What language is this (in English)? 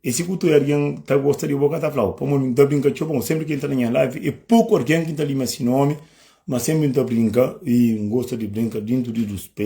Kabuverdianu